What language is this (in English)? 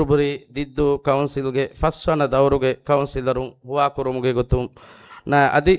Divehi